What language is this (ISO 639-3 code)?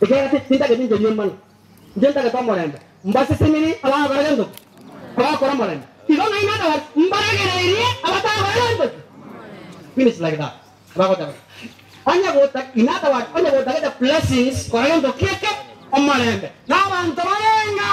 guz